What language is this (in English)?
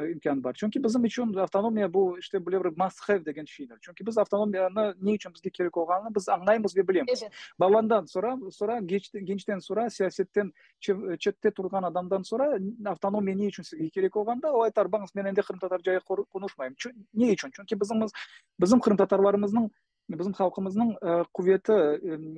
Crimean Tatar